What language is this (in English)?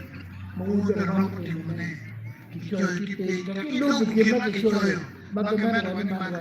Acoli